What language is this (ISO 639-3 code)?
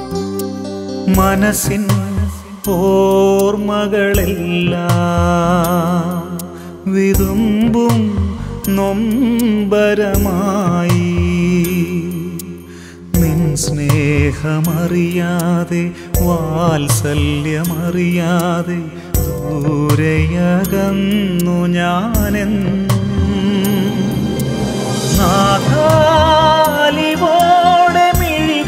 mal